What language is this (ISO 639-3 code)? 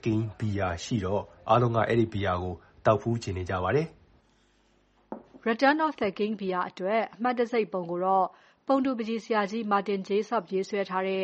mya